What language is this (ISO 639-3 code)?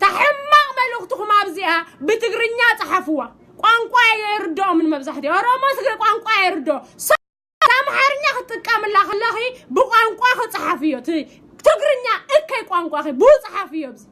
tir